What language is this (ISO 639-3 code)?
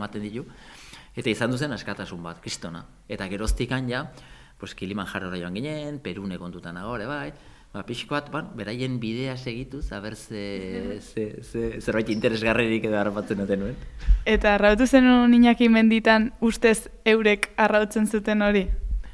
eus